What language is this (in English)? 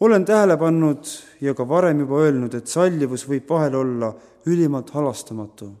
Estonian